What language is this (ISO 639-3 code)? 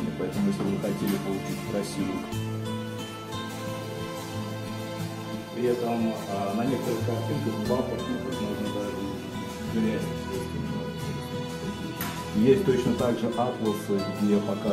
rus